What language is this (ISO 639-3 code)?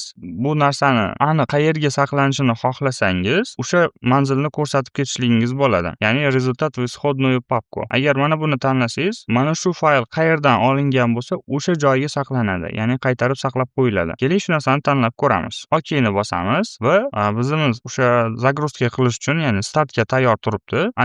uzb